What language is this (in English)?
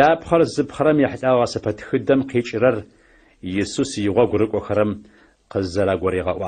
Adyghe